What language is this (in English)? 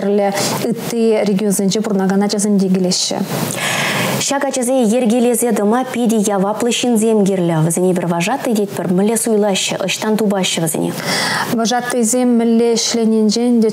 Chuvash